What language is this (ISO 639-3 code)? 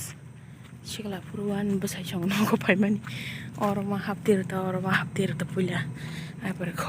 trp